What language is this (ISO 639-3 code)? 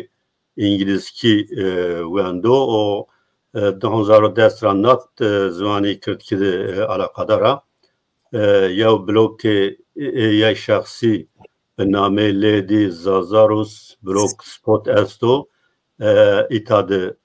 zza